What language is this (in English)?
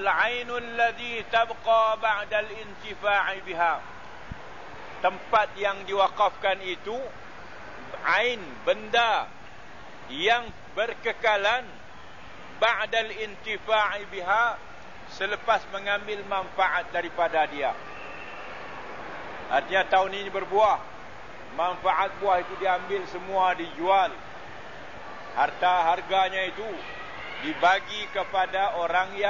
Malay